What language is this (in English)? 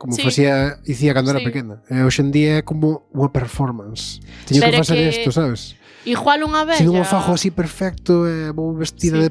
Galician